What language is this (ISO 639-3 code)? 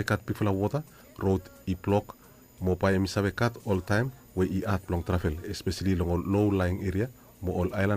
bis